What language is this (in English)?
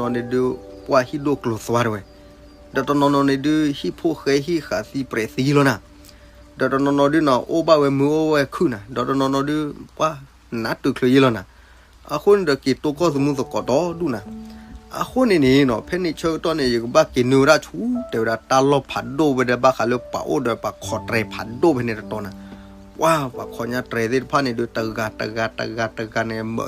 S'gaw Karen